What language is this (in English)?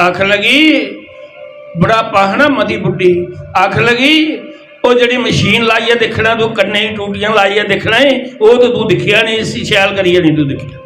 Dogri